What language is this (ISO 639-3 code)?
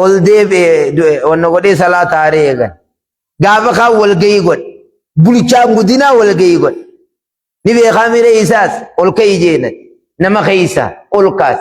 orm